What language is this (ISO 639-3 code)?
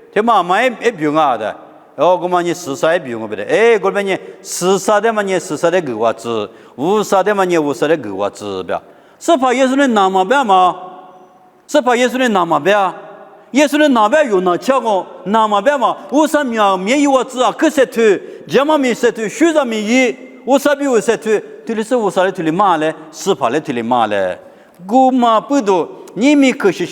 lis